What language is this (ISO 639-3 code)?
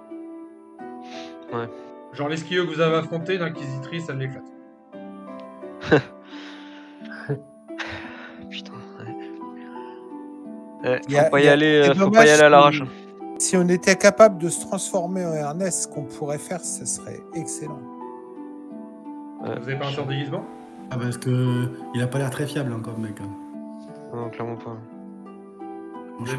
fra